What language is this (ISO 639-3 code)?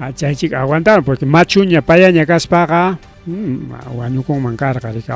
quy